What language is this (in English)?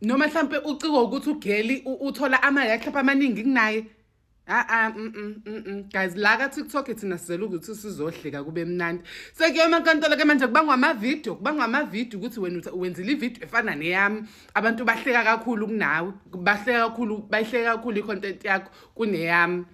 Zulu